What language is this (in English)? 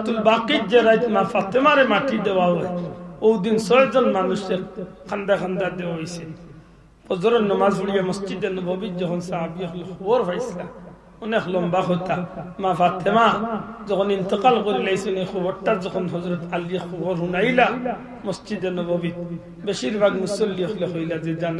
Sylheti